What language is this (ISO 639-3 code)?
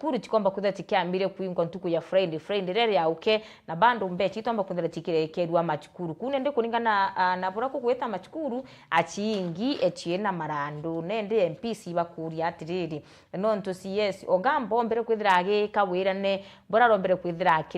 mer